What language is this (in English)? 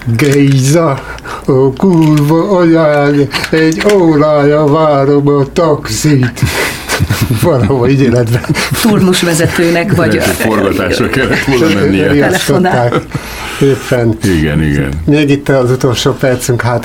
Hungarian